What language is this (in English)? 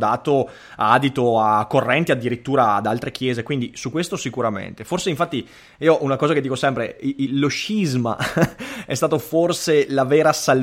Italian